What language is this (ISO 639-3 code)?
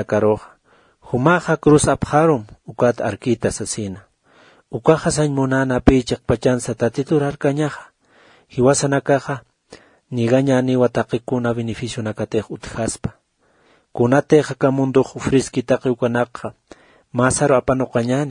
aym